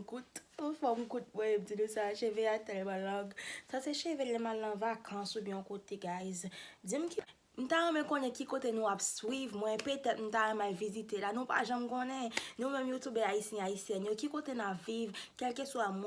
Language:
Haitian Creole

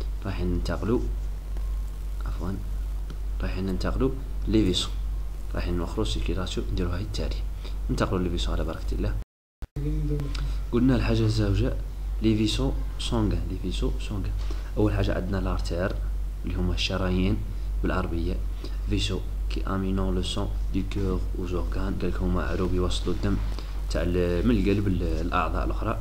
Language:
Algerian Arabic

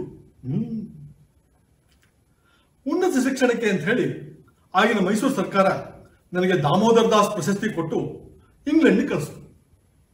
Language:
Kannada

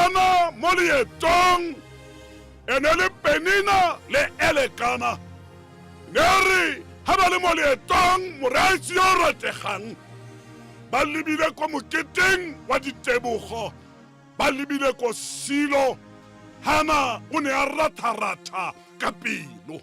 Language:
Tswana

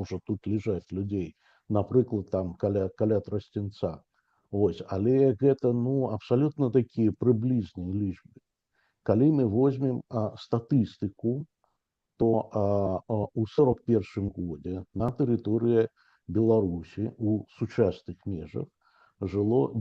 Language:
Belarusian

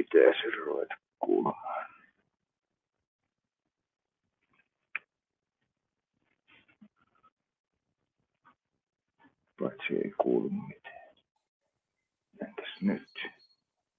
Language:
Finnish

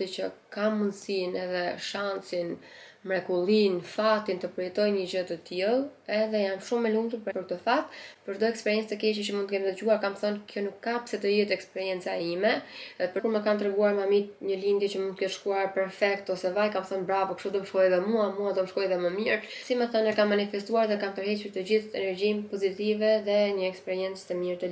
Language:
Albanian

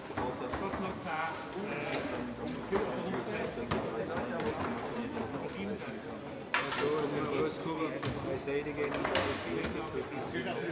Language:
German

